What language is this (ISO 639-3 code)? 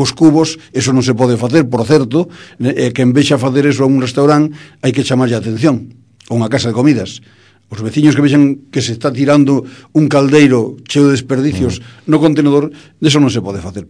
glg